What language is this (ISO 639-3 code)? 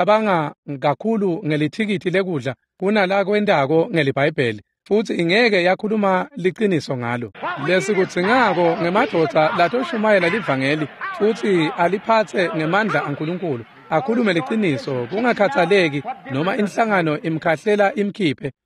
ssw